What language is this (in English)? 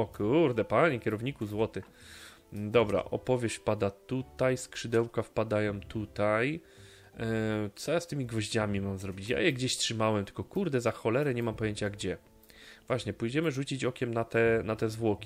Polish